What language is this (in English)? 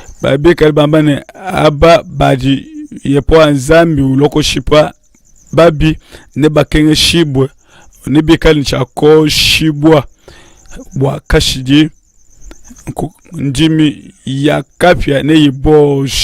Luba-Lulua